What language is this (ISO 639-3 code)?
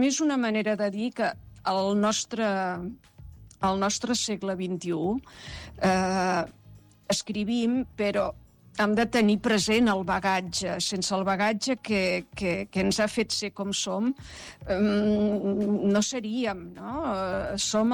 cat